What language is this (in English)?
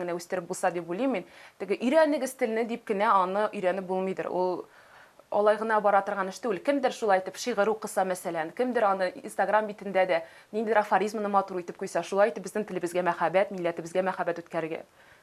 Tatar